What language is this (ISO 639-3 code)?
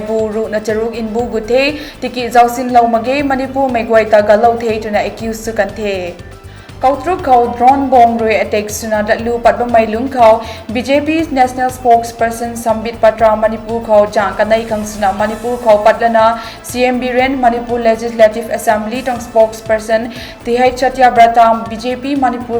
nbu